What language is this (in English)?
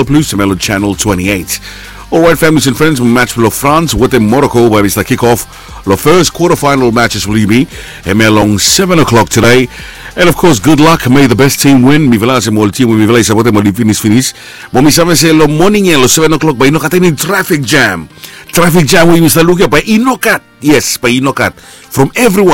Bislama